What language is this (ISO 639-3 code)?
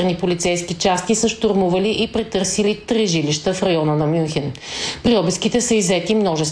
bul